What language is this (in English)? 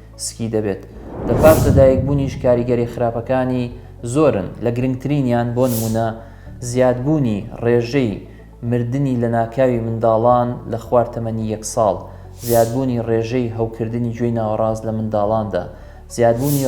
Central Kurdish